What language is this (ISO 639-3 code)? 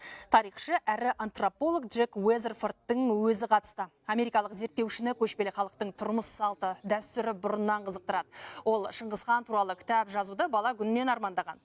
kaz